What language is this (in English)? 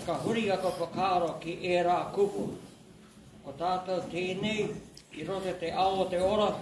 Māori